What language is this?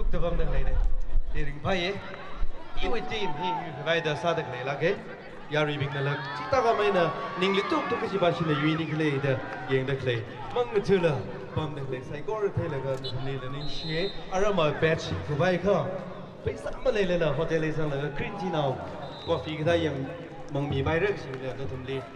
Tangkhul Naga (India)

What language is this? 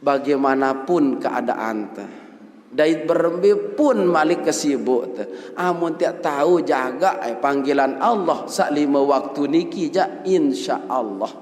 Sasak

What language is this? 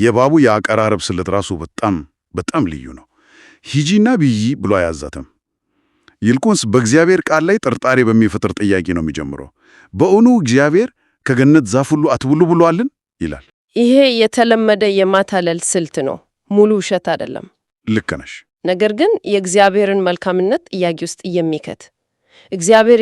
Amharic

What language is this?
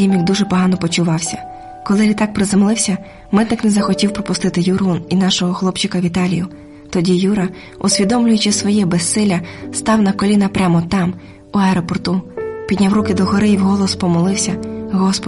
Ukrainian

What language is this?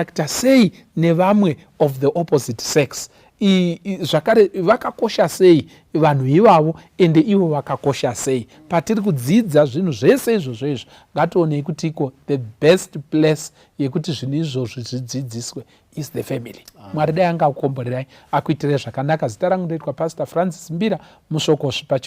Shona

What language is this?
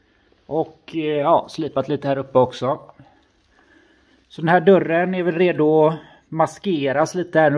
Swedish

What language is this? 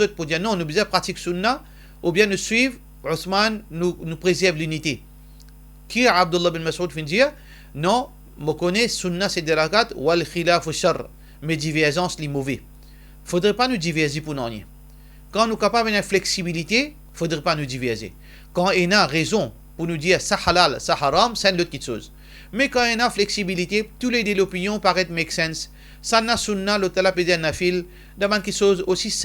Morisyen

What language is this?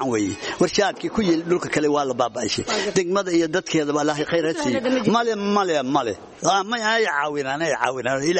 Somali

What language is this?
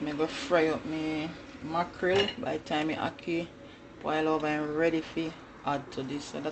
Jamaican Creole English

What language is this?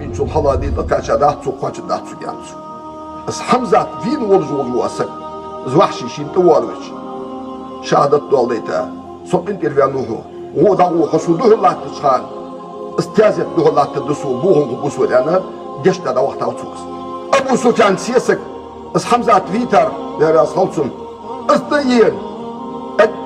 Ingush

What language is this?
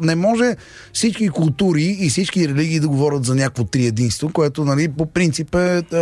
Bulgarian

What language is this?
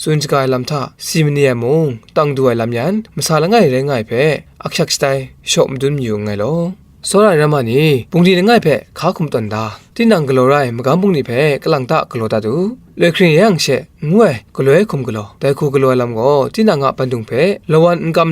Kachin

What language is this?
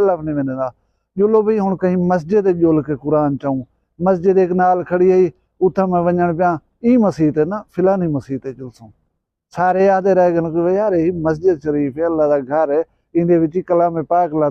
Saraiki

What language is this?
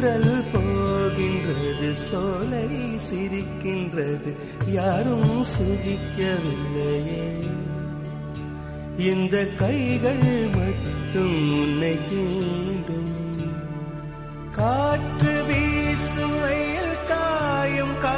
Tamil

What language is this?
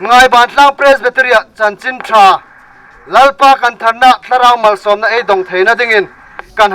Hmar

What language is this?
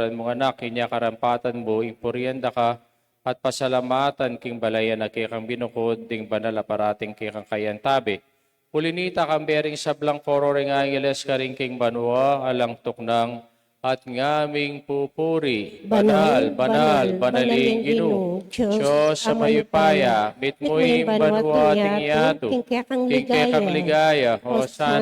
Pampanga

